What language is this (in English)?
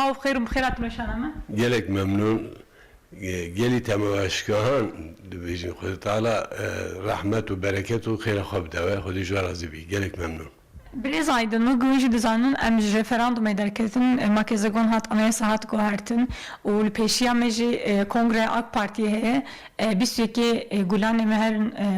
Kurdish